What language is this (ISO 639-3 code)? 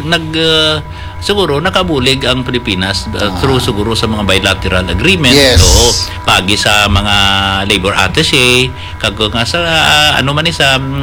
hil